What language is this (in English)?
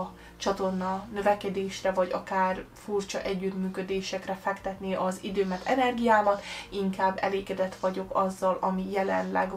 Hungarian